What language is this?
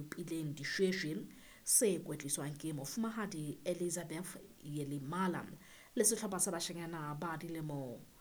Southern Sotho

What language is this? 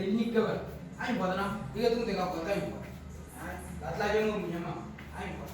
Moro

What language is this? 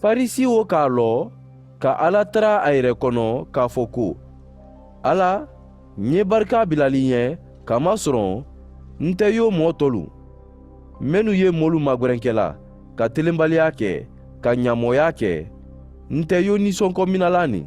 Mandingo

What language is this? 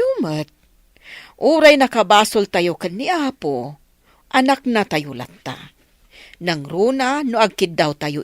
Iloko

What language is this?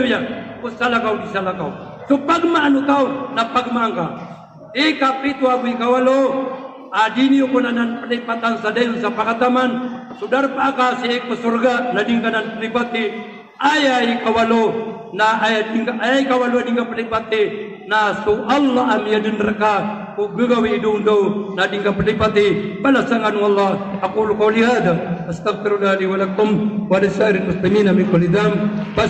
Maranao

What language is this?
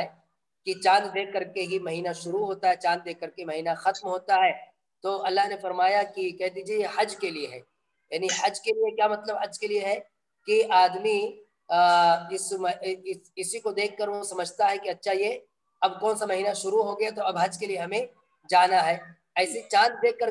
Urdu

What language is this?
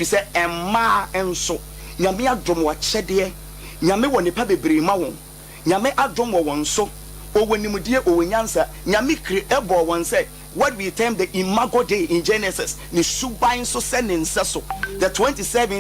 Akan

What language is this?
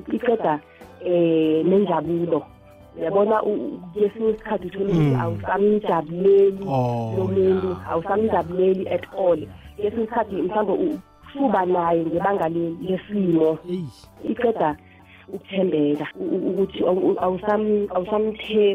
South Ndebele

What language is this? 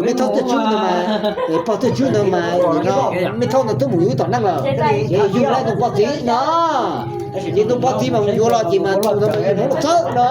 Hmong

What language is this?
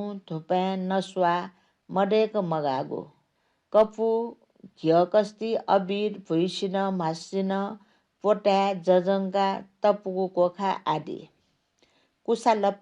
Newari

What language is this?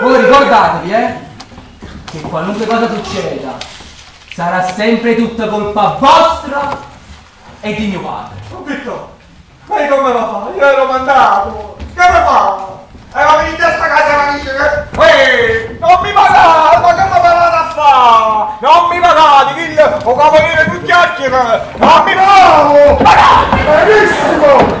Neapolitan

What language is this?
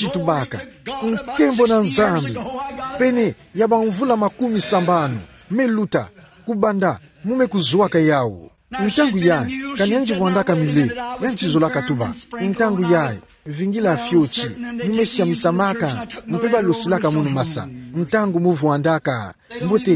Kituba (Democratic Republic of Congo)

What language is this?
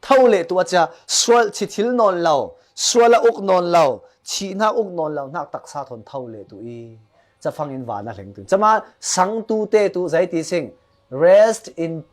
Falam Chin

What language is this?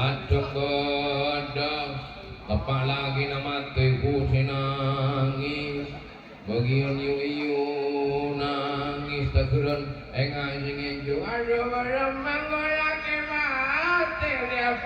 Madurese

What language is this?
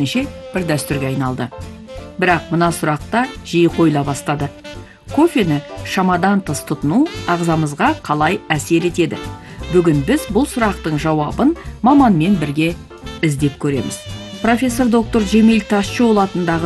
Kazakh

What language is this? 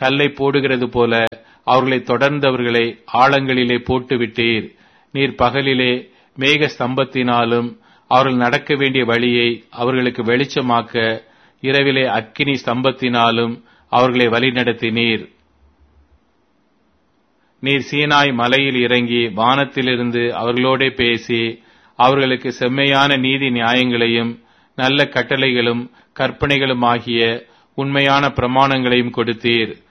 Tamil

